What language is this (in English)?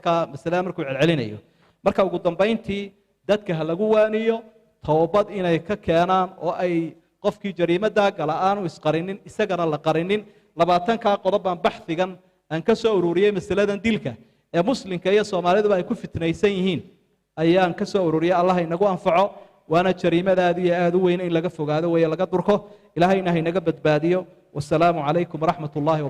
Somali